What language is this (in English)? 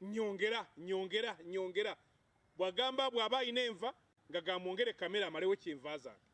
Ganda